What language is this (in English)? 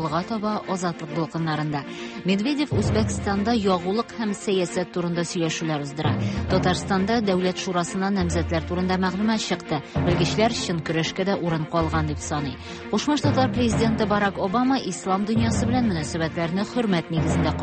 Tatar